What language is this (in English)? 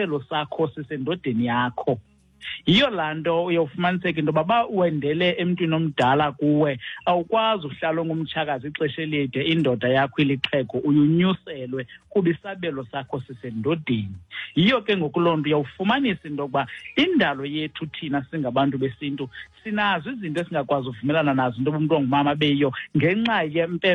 Xhosa